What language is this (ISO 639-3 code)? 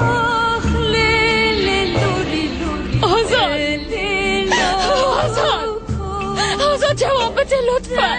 fas